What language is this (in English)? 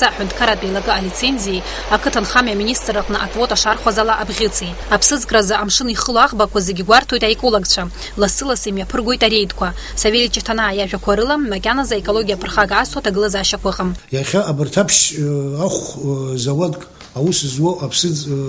Abkhazian